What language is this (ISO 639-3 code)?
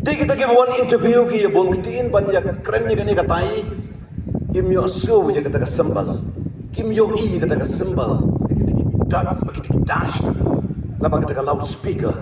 kha